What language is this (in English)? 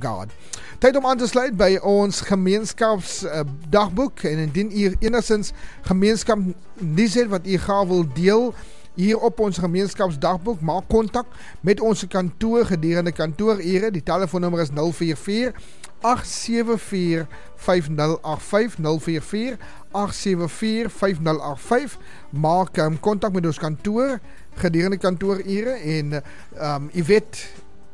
Afrikaans